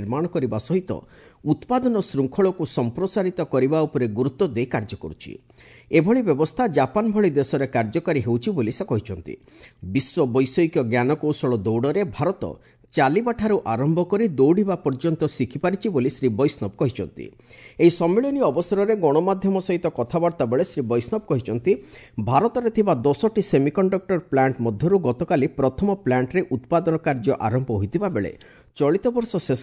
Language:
Odia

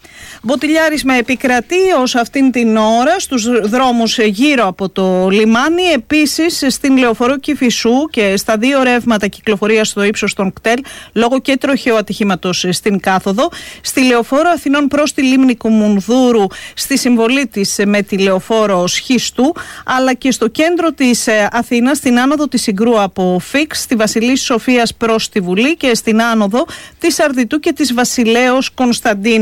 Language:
Greek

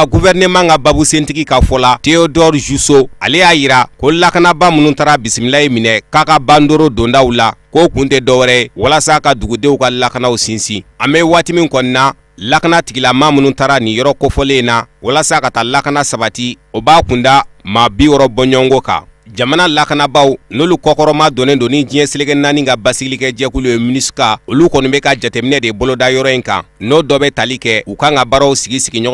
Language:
Bambara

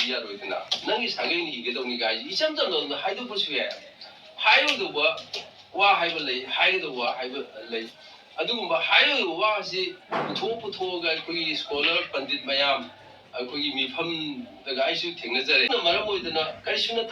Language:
Manipuri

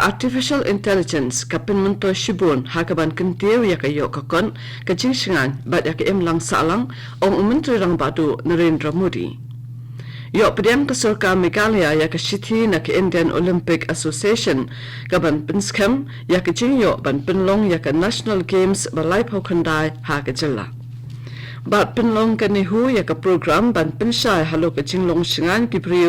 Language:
Khasi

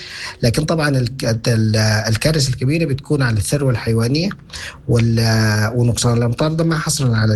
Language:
Sudanese Arabic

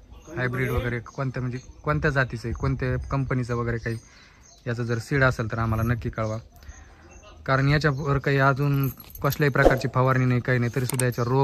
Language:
Marathi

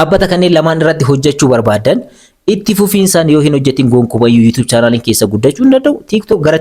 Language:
Oromo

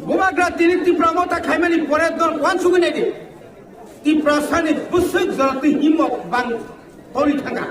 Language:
Kok Borok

